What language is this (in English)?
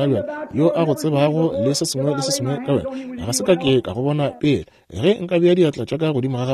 Northern Sotho